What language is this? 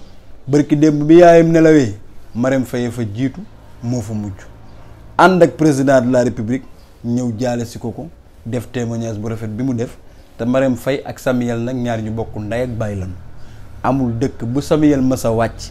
Wolof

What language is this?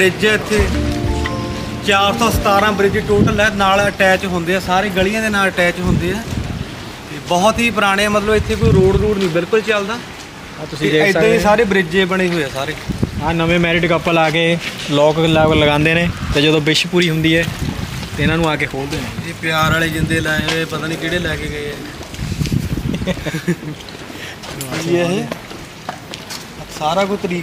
Punjabi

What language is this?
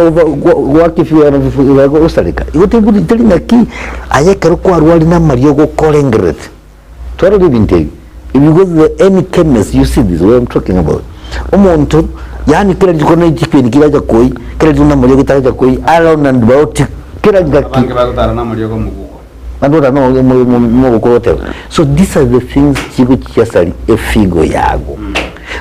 Gusii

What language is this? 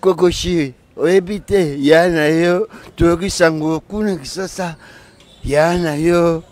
Lingala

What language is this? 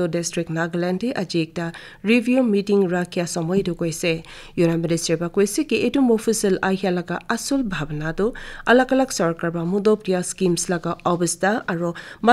Naga Pidgin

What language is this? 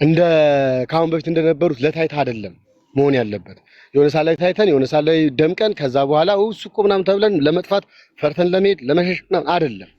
Amharic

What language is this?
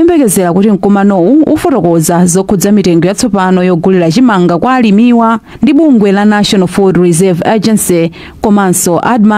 Nyanja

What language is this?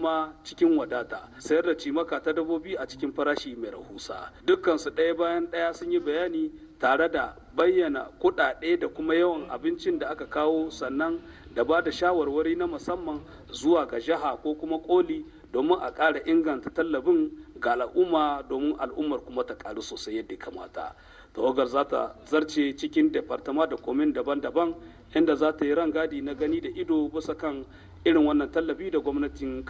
Hausa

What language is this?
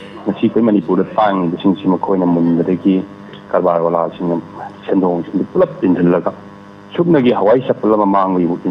Manipuri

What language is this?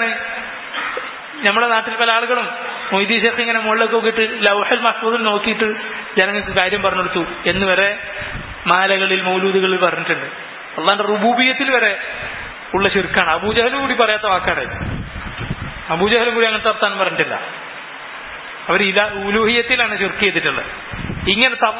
Malayalam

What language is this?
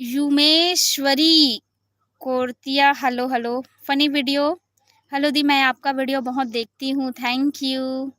Chhattisgarhi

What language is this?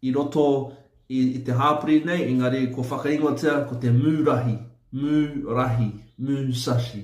Māori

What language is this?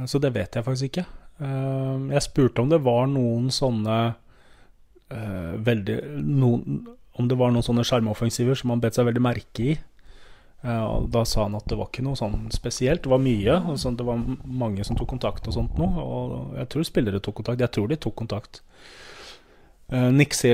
Norwegian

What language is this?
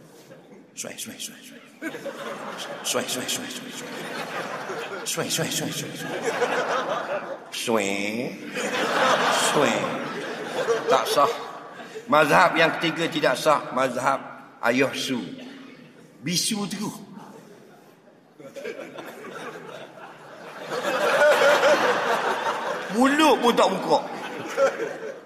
Malay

